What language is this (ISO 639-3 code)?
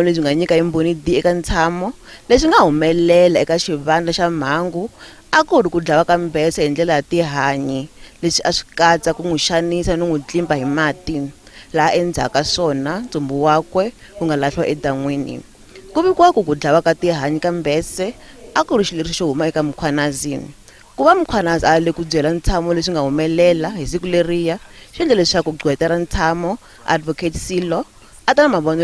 tso